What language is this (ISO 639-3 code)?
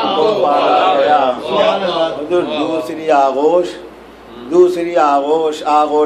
urd